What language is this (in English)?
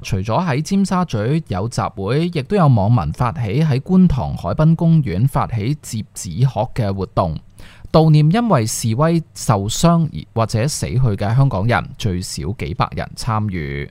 Cantonese